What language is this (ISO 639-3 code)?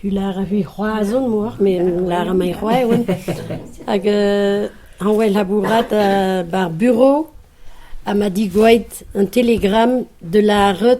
bre